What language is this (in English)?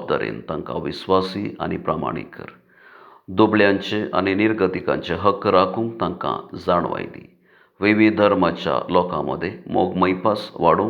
Konkani